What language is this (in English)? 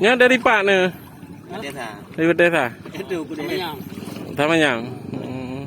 Achinese